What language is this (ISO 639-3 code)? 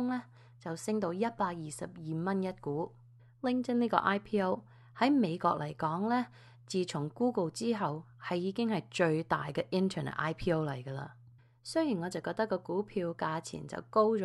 yue